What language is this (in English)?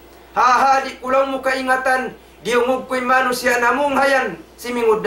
Tausug